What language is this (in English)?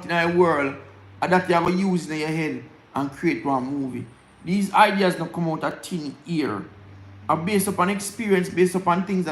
Jamaican Creole English